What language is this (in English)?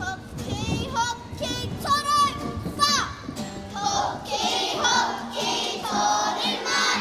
Māori